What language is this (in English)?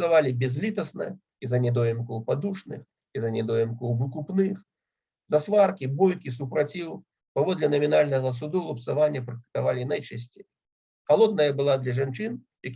Belarusian